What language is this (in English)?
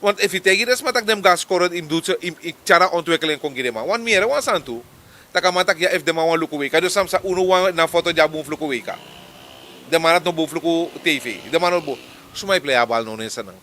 Sranan Tongo